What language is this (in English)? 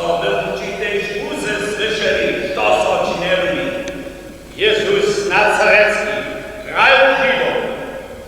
Upper Sorbian